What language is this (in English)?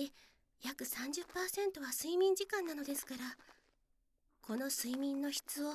Japanese